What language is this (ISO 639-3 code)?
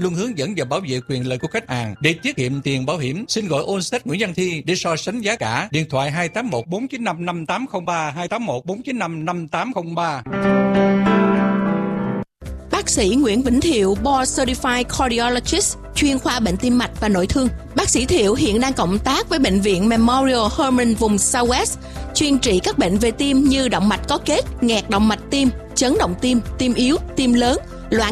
vie